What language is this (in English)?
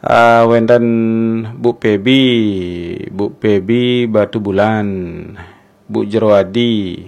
Balinese